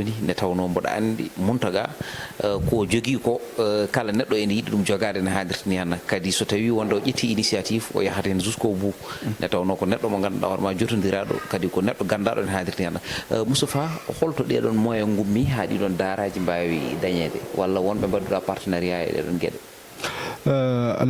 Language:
Fula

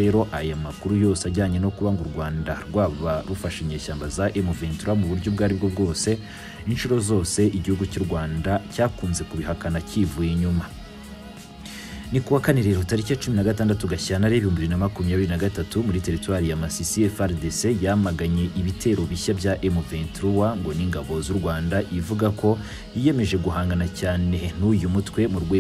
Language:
Kinyarwanda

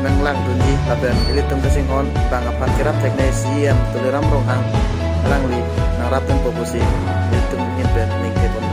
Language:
Karbi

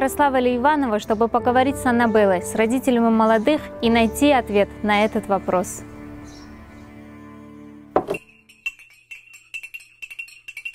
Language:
Russian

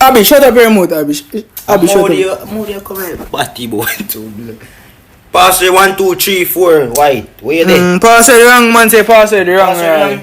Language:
Jamaican Creole English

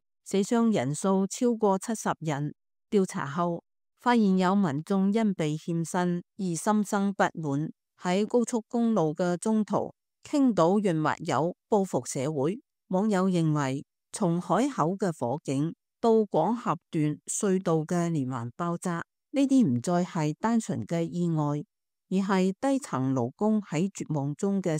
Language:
Cantonese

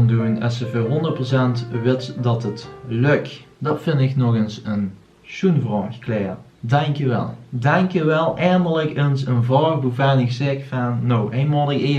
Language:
Limburgish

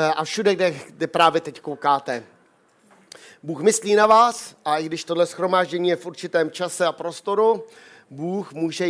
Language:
Czech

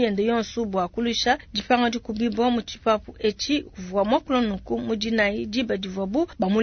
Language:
Luba-Lulua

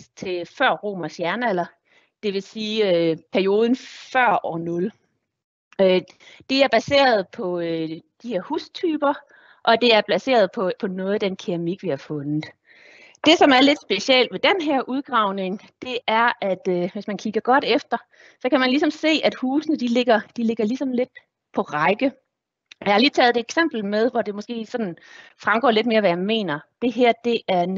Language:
Danish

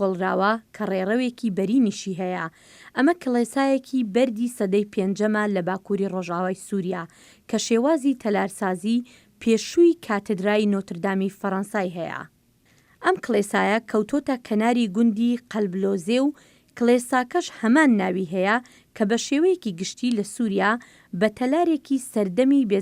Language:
Central Kurdish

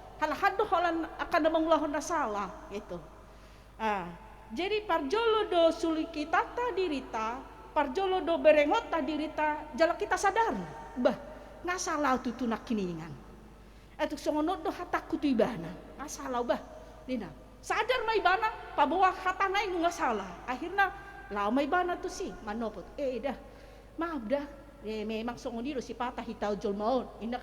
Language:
Batak Toba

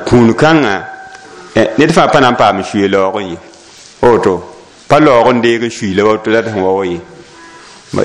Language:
Mossi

